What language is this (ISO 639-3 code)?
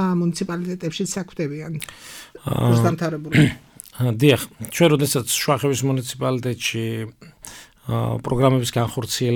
kat